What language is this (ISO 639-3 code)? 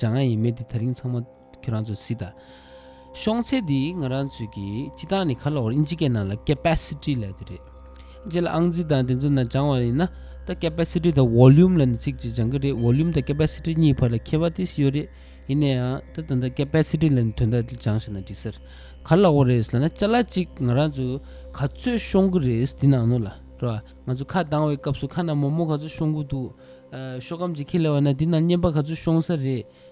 bod